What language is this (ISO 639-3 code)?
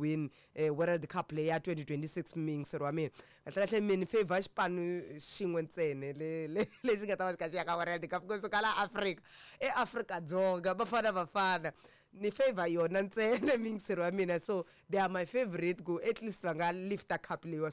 tso